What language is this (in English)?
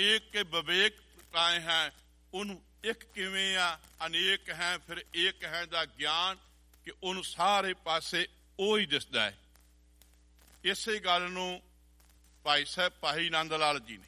Punjabi